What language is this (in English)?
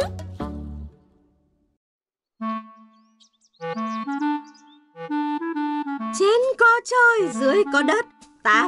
Vietnamese